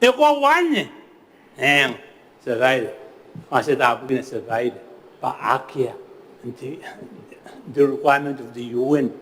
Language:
Gilbertese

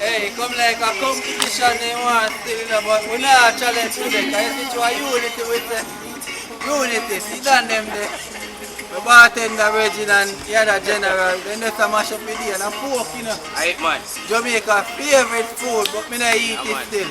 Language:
Jamaican Creole English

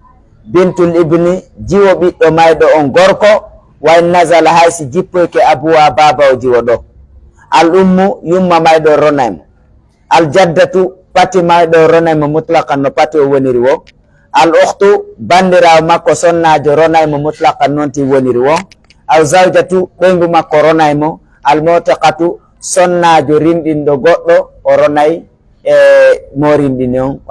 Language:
Pular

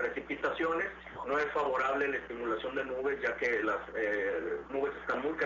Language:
Spanish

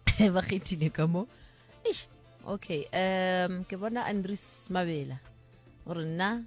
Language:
Northern Sotho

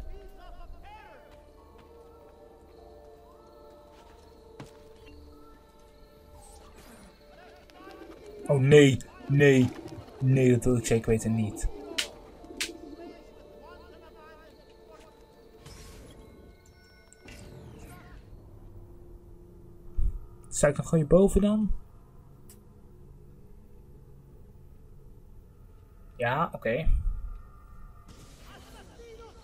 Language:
Dutch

